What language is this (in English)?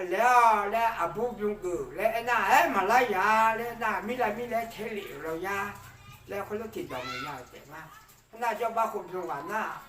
Akha